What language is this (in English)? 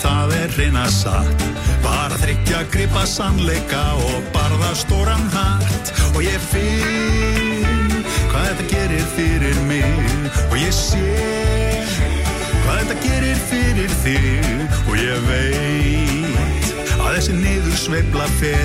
Icelandic